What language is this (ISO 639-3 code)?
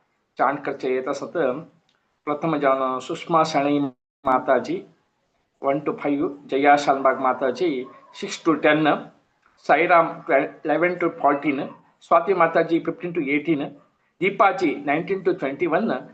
kok